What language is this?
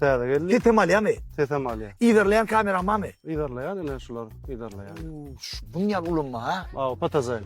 Turkmen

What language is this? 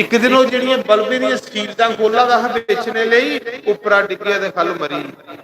Dogri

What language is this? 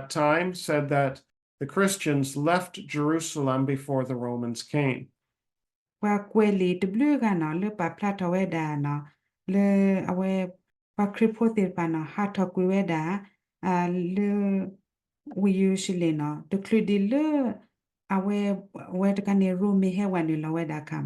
S'gaw Karen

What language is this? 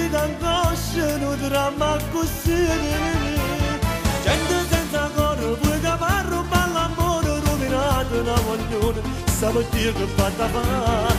Italian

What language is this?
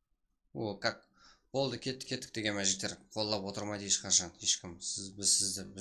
Kara-Kalpak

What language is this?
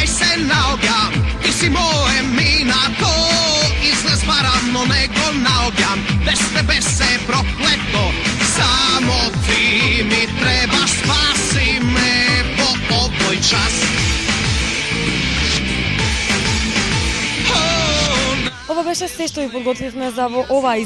Macedonian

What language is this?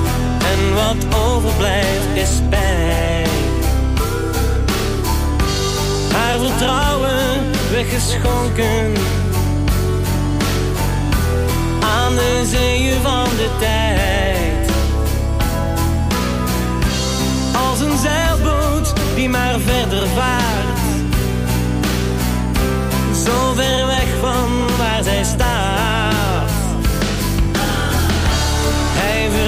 Dutch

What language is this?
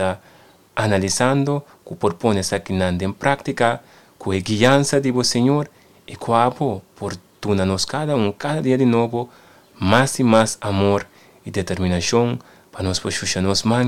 Papiamento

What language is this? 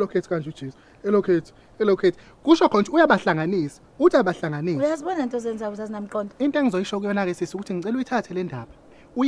Zulu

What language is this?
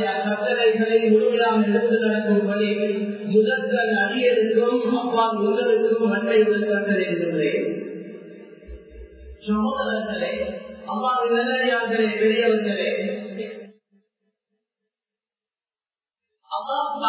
Tamil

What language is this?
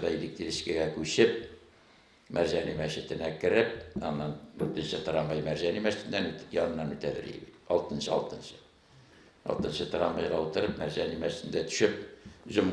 Tatar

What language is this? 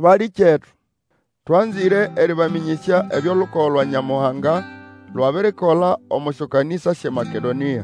Nande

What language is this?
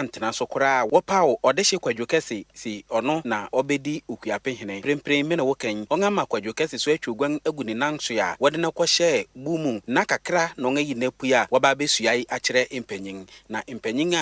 Akan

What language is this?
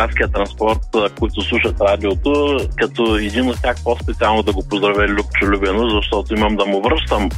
Bulgarian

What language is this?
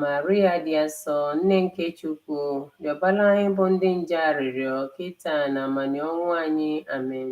Igbo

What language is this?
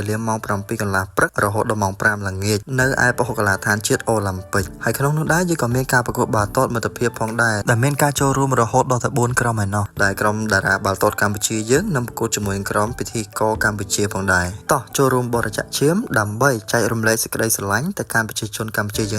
Khmer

